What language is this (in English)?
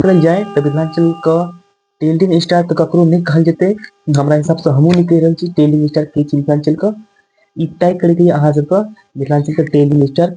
Maithili